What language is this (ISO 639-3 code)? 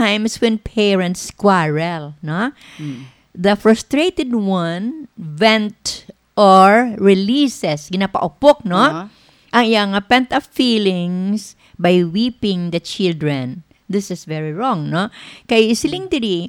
hil